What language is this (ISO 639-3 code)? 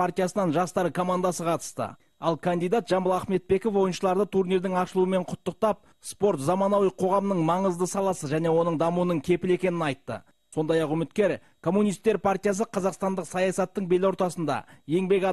kaz